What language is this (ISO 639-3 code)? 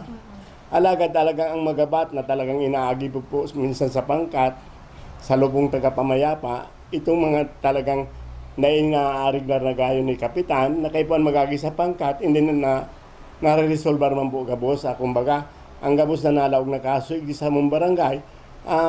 bik